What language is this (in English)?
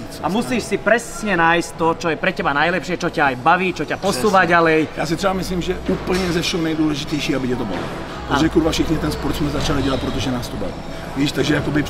Czech